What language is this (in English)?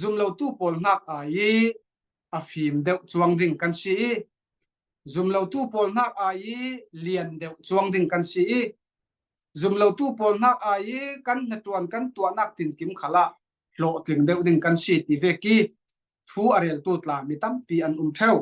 Falam Chin